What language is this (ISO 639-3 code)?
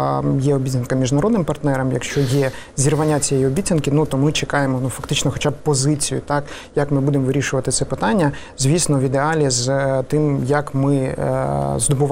ukr